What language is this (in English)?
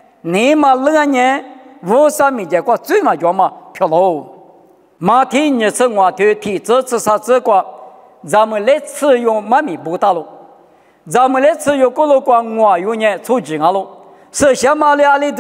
Lisu